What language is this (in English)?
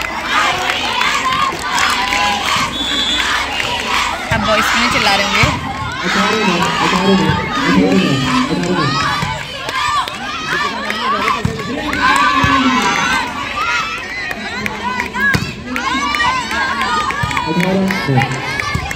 Hindi